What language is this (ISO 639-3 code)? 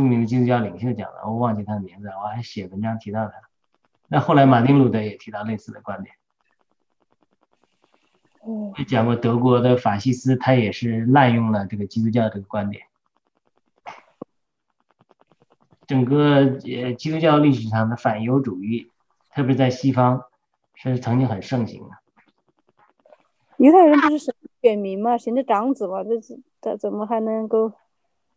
zho